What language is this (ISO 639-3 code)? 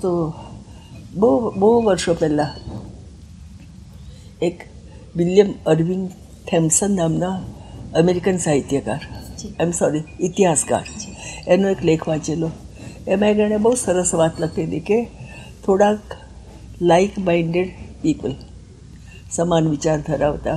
guj